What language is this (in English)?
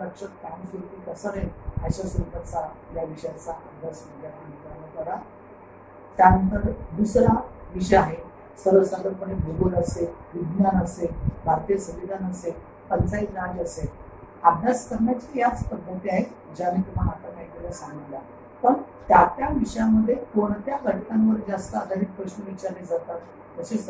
Marathi